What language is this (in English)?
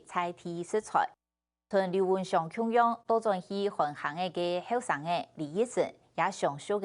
Hakka Chinese